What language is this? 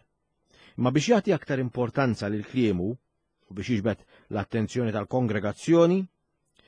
Maltese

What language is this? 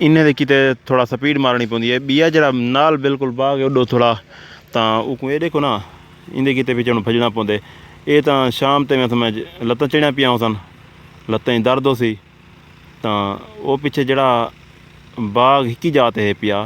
Saraiki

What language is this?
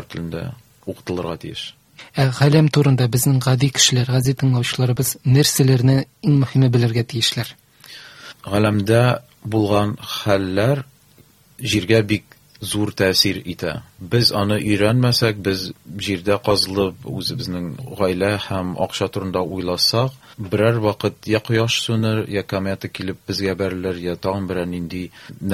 Tatar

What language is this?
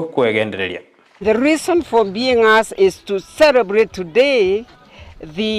Gusii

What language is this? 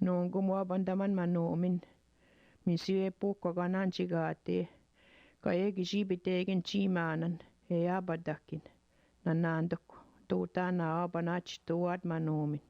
Chippewa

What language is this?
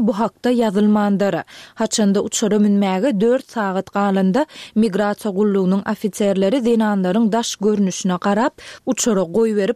Turkmen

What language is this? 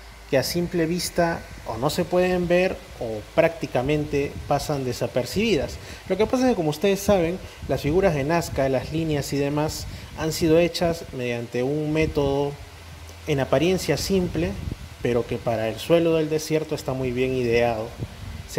Spanish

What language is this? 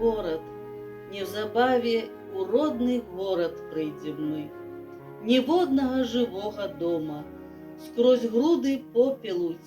Belarusian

